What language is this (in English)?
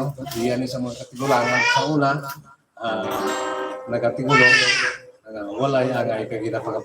Hiligaynon